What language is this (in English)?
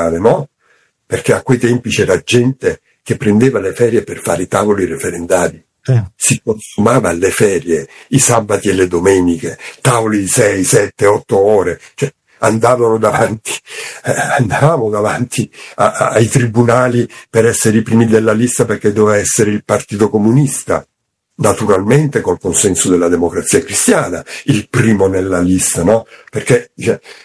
Italian